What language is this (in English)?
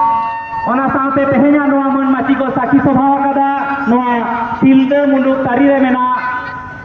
Santali